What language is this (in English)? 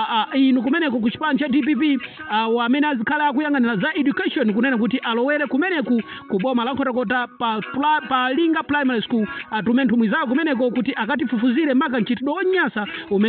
Nyanja